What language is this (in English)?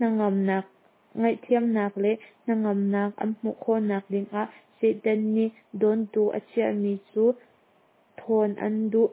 Hakha Chin